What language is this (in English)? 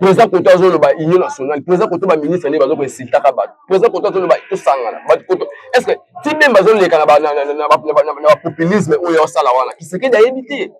Lingala